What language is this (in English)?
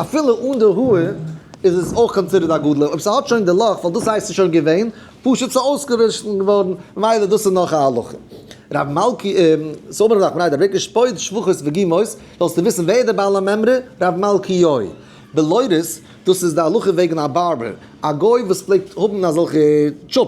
Yiddish